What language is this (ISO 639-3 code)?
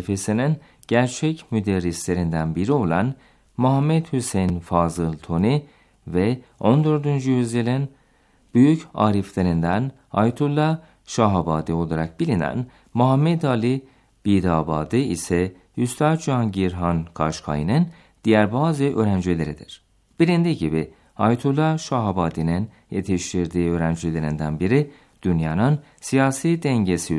tur